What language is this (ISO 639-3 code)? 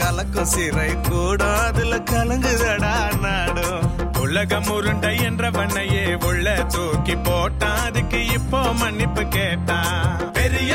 tam